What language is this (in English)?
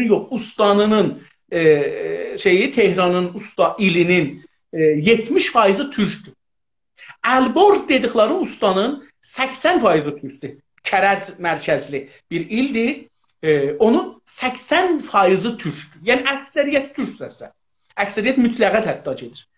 South Azerbaijani